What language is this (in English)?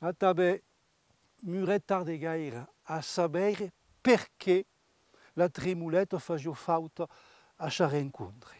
Occitan